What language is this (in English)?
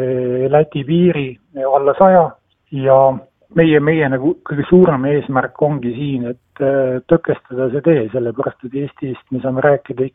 Estonian